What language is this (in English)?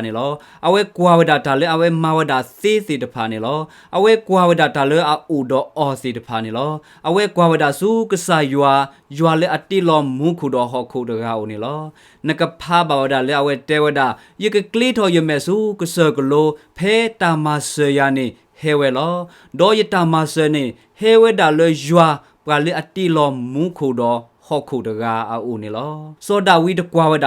S'gaw Karen